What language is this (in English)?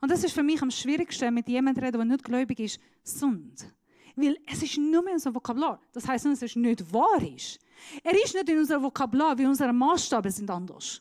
Swiss German